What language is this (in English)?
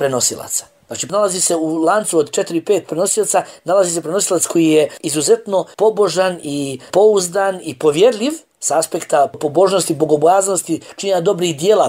Bosnian